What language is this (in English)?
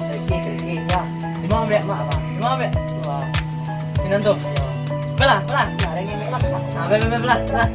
Minangkabau